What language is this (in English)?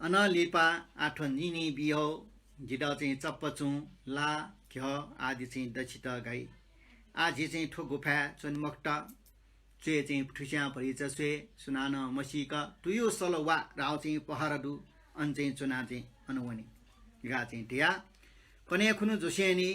Newari